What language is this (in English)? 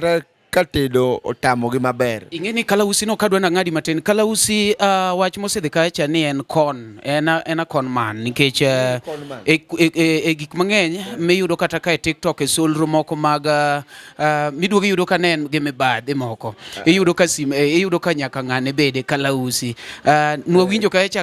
Luo (Kenya and Tanzania)